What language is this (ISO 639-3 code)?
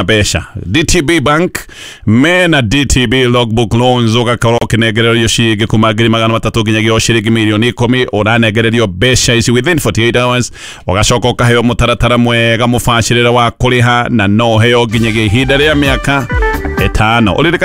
kik